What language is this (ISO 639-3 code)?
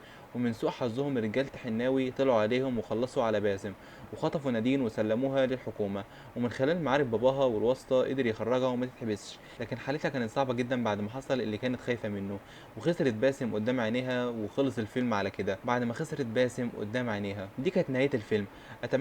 arz